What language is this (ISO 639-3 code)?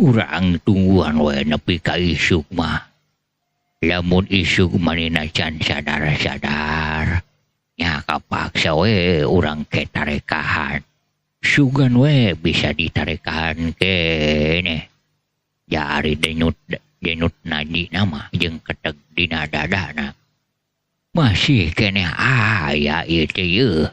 sun